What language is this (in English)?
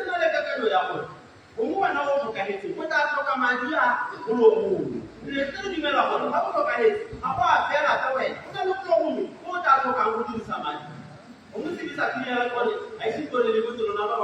Tswana